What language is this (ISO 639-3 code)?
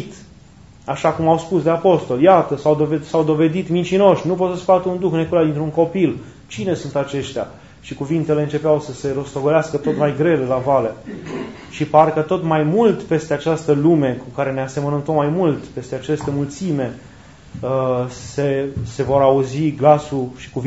ron